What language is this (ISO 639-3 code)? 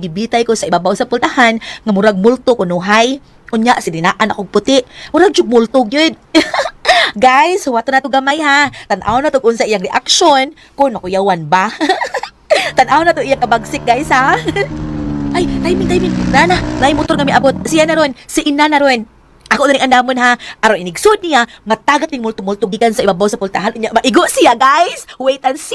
ceb